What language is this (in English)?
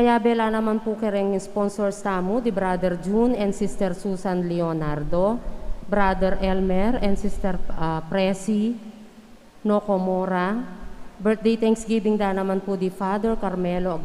Pampanga